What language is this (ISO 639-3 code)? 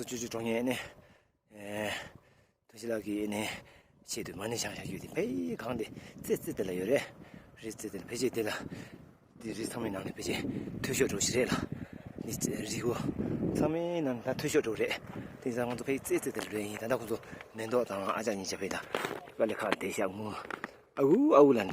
bod